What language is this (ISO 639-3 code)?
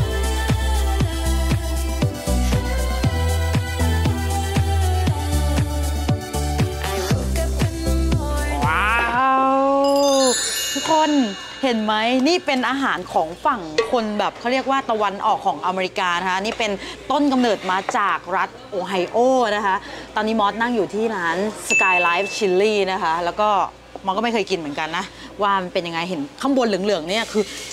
tha